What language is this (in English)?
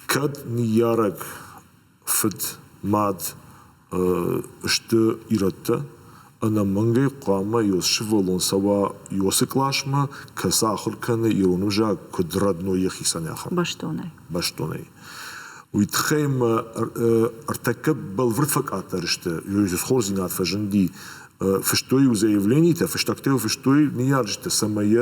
Ossetic